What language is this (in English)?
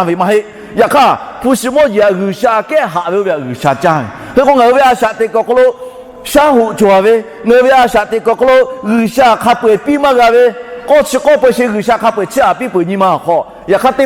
Lahu